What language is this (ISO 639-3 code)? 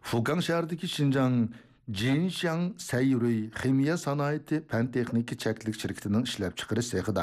uig